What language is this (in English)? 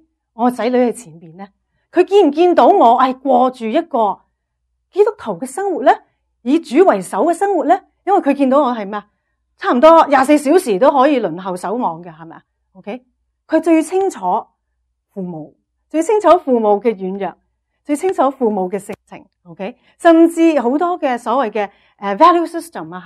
Cantonese